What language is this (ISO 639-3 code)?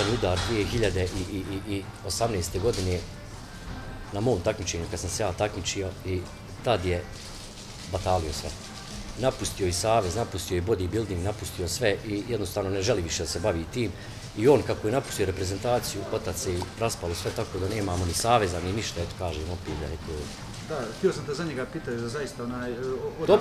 bos